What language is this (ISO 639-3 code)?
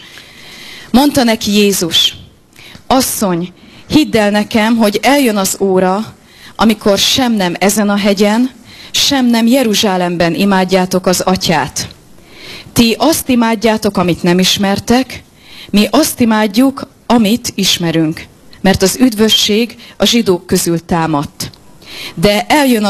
hun